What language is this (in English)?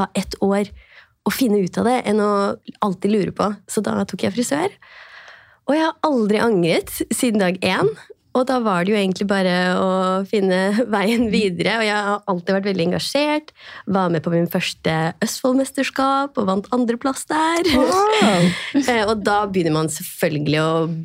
Norwegian